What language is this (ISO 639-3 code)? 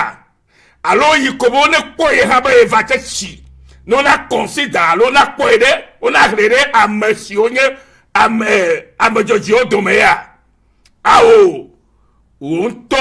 ewe